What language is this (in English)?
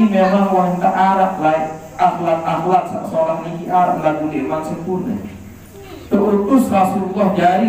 Sasak